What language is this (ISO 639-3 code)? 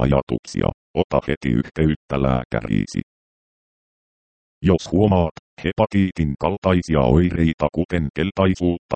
fin